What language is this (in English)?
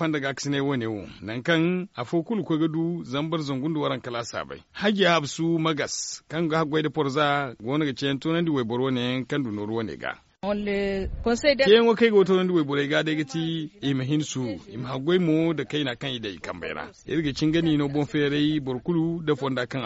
Zarma